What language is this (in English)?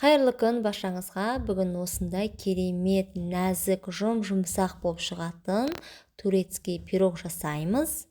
Kazakh